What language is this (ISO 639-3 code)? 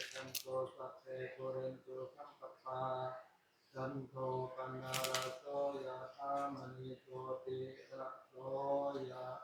tts